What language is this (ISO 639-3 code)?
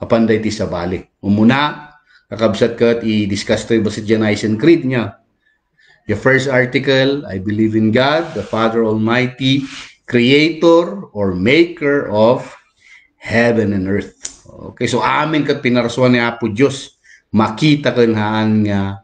ilo